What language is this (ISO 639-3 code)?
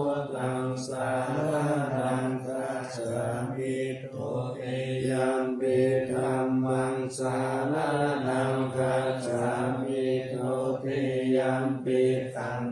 pli